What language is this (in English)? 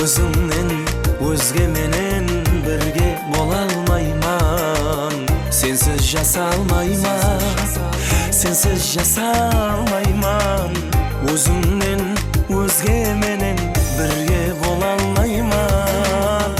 Kara-Kalpak